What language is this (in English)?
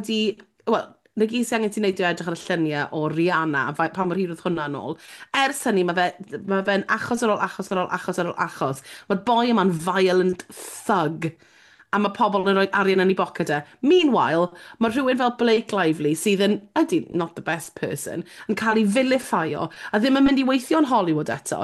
Welsh